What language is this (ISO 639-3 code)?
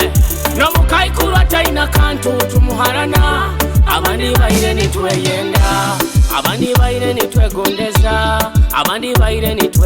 nyo